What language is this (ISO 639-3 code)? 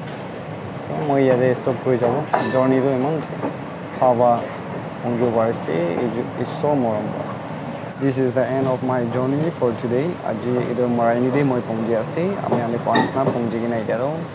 nag